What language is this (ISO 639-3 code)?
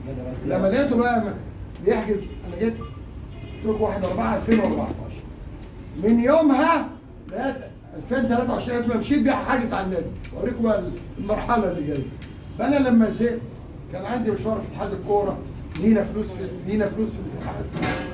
arz